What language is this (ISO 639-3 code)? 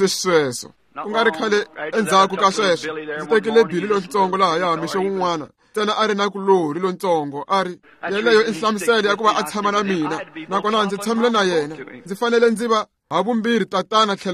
tso